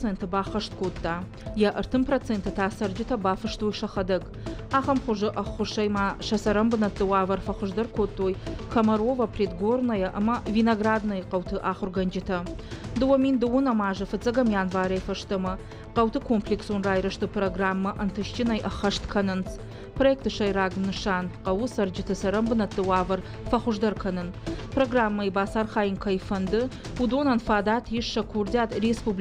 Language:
Ossetic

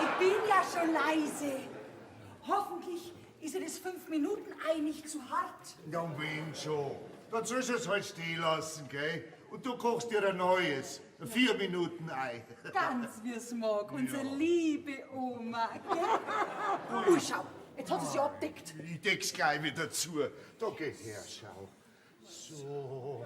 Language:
Bavarian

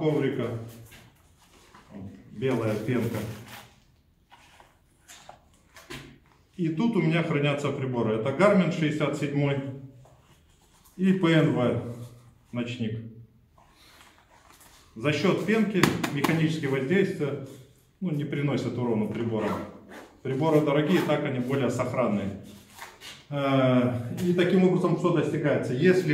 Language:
Russian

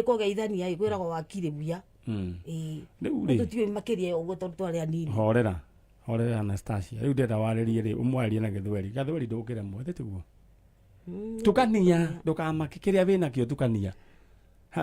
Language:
Kikuyu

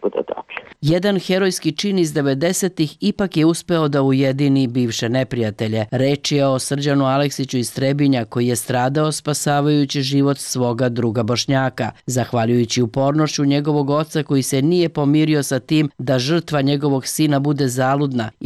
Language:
Serbian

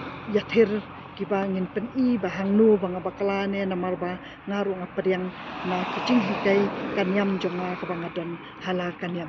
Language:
Khasi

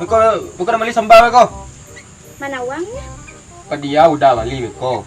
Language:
Minangkabau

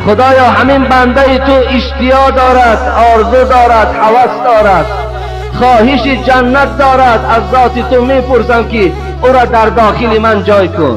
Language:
Tajik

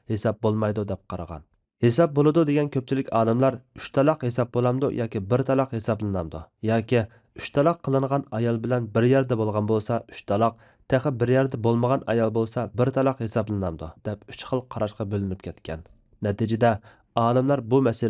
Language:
Uyghur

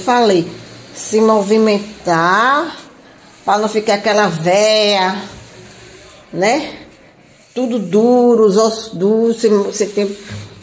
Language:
Portuguese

